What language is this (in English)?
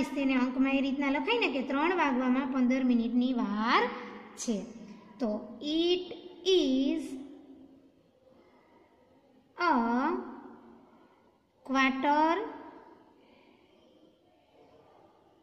Gujarati